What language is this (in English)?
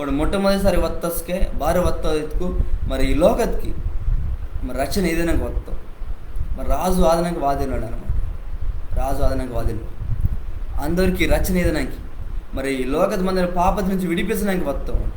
Koya